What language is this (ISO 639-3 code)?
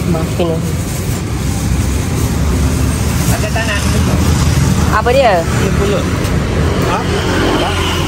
msa